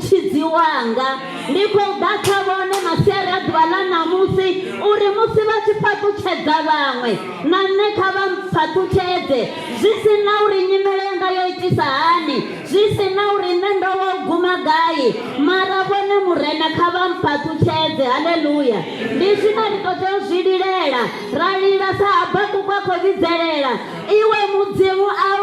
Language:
Venda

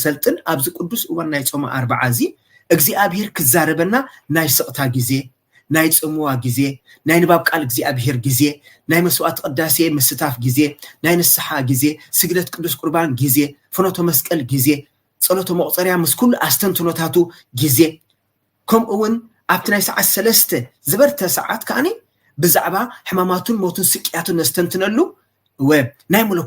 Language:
Tigrinya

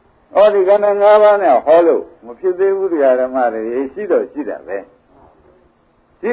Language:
Burmese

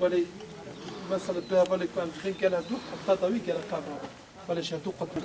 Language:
Kurdish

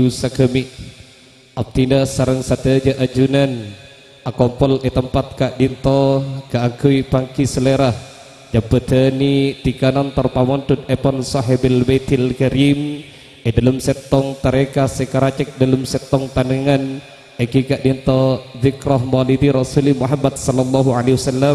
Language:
Madurese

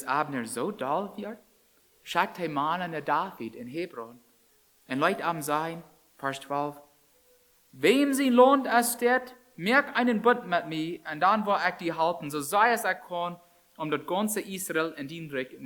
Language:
Plautdietsch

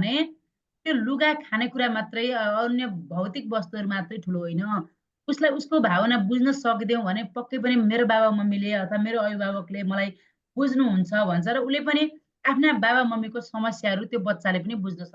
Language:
Nepali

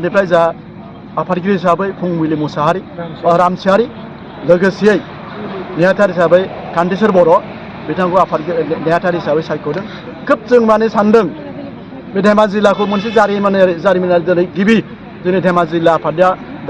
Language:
Bodo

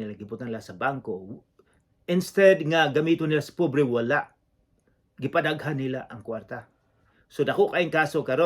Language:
Cebuano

